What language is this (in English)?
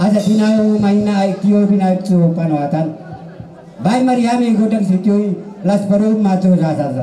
Batak Toba